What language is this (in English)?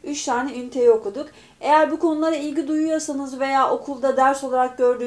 Turkish